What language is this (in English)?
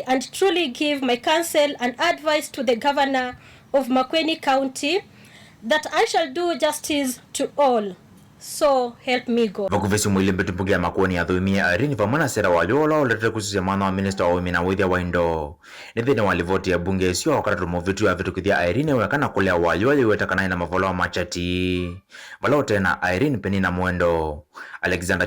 Kamba